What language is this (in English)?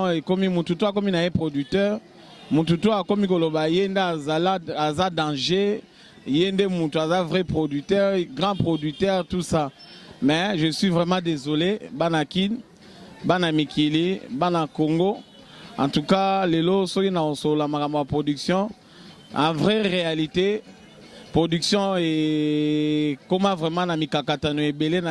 Lingala